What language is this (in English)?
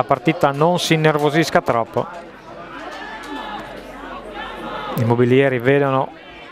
Italian